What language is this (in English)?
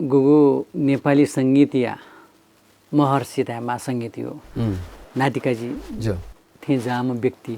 Newari